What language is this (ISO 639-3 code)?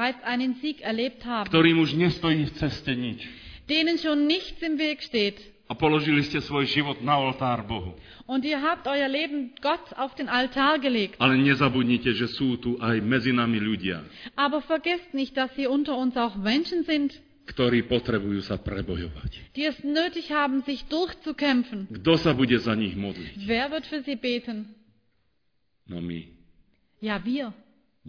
slk